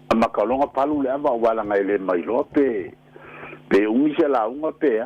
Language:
Samoan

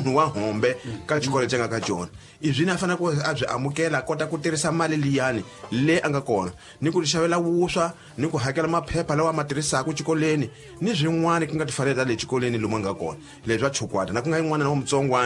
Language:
Tsonga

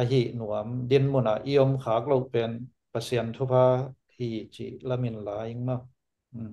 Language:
Tedim Chin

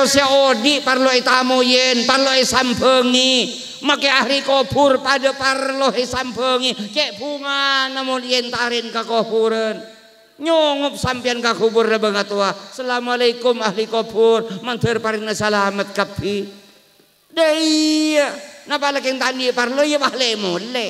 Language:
Madurese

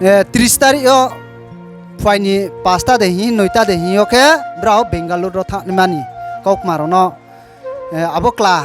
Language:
Riang (India)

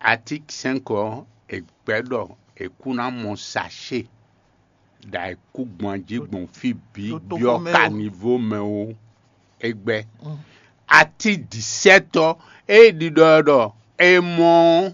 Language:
Fon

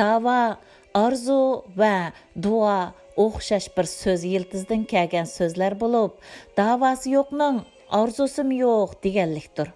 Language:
Uyghur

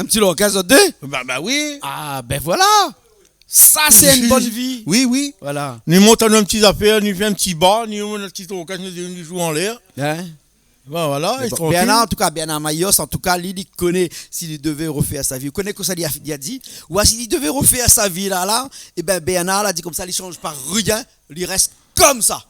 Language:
Réunion Creole French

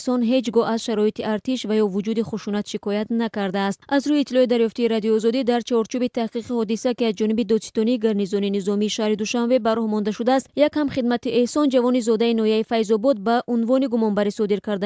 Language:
Tajik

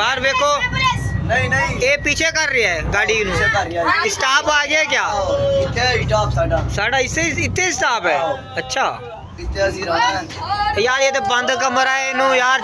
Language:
Saraiki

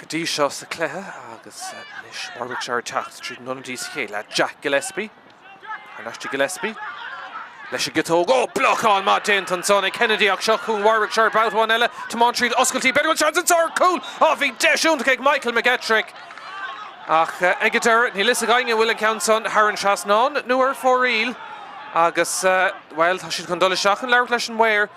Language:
Irish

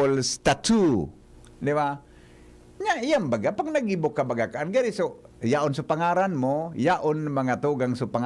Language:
Bikol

